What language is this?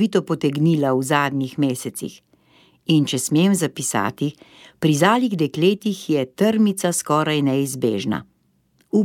Slovenian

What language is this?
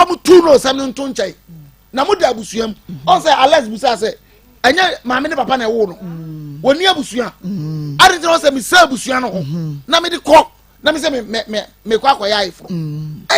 Akan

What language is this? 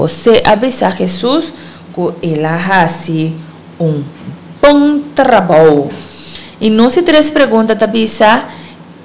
Papiamento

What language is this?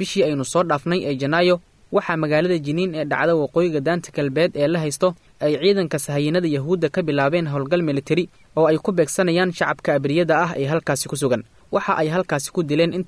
Somali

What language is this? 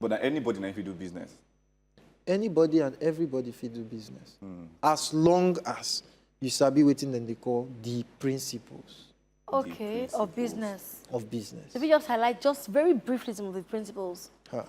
Nigerian Pidgin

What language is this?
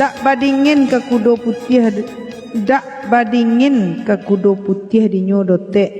Minangkabau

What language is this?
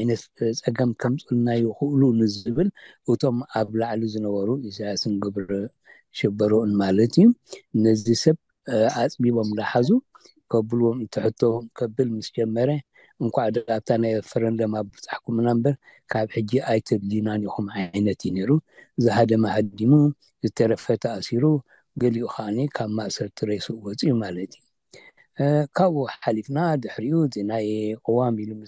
Tigrinya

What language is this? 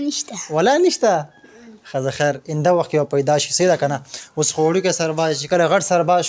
Pashto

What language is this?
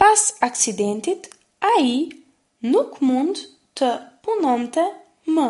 Albanian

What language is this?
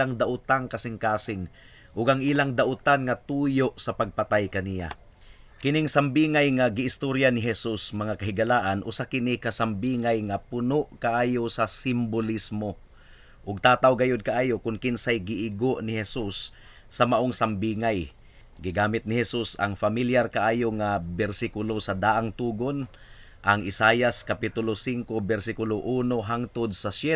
Cebuano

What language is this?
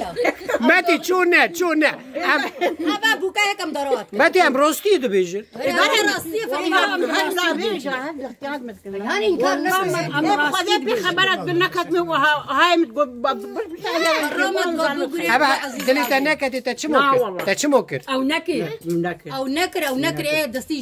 Kurdish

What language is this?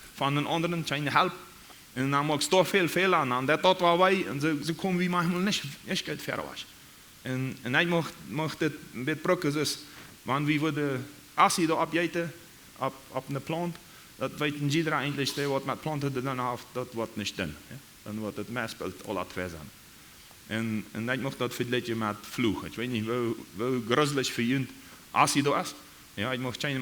Plautdietsch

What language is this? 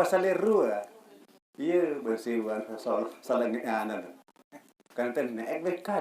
Sasak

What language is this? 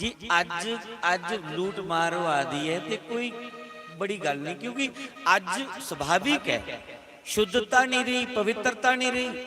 Dogri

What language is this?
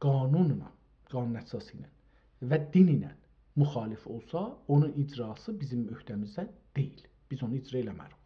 South Azerbaijani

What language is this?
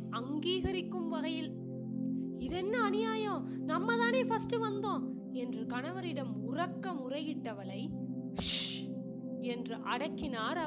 Tamil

